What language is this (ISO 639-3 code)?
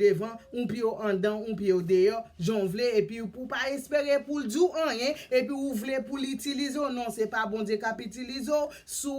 hat